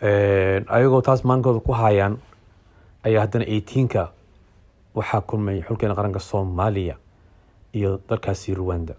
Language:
Somali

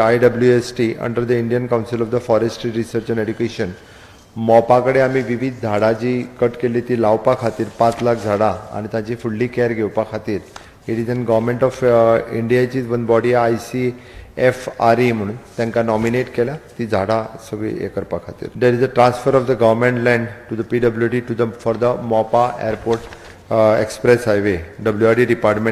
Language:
Konkani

